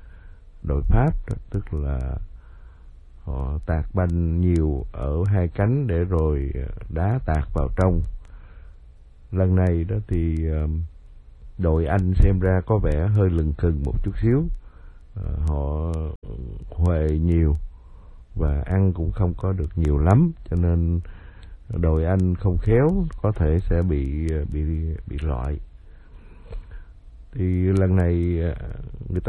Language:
Vietnamese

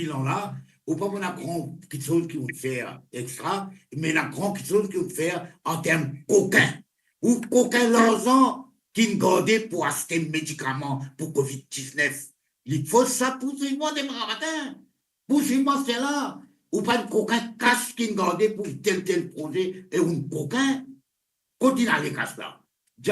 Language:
Morisyen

